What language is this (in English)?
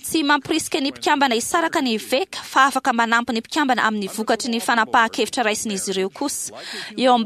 Malagasy